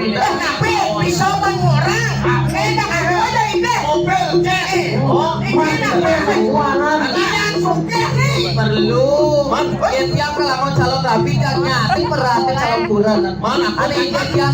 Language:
Balinese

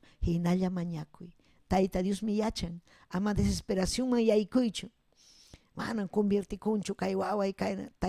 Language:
Ayacucho Quechua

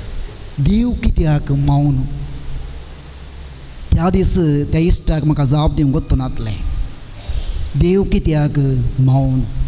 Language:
Konkani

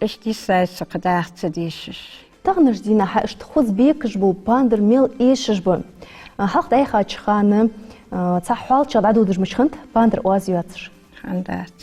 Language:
Ingush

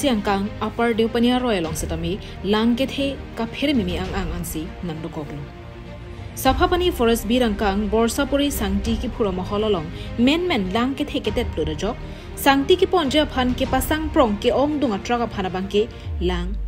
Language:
Karbi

